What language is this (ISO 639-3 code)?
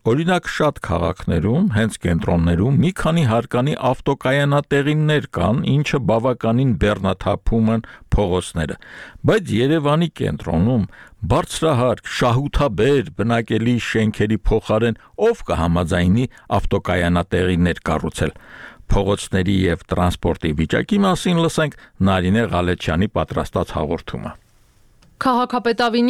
hye